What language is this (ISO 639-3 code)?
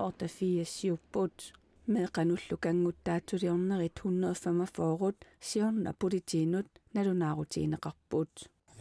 kal